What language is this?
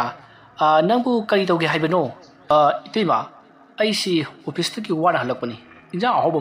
Manipuri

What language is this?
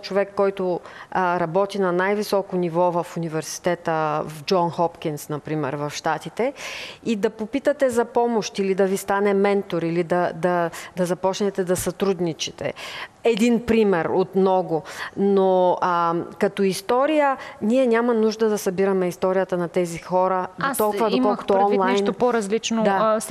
Bulgarian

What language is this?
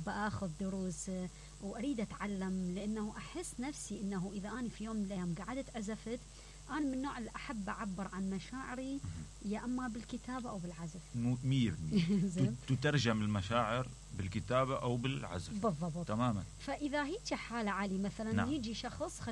Mesopotamian Arabic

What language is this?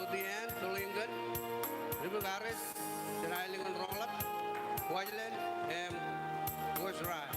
Marshallese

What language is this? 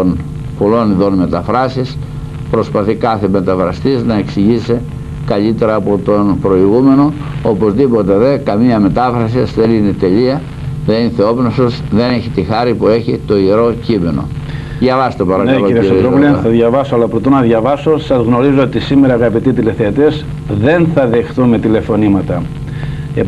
Greek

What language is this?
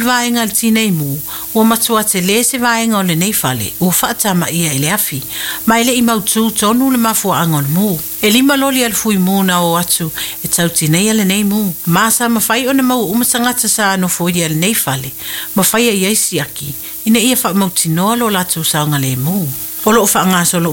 Samoan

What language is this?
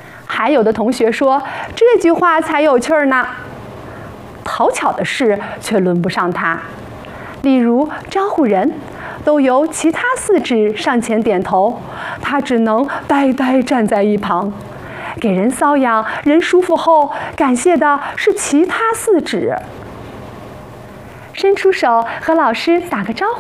Chinese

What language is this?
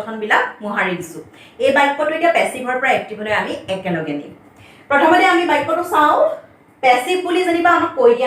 Assamese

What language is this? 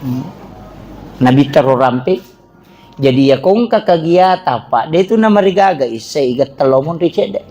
Buginese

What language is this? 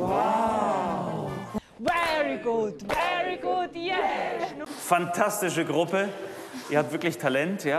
Swiss German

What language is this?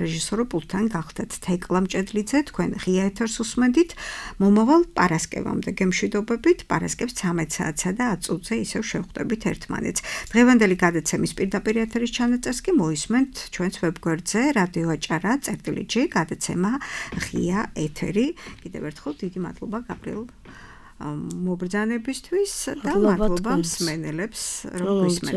Georgian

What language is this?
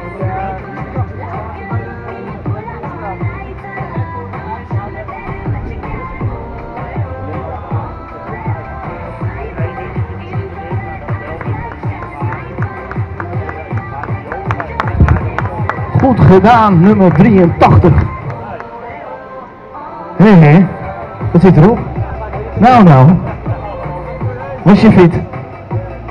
Dutch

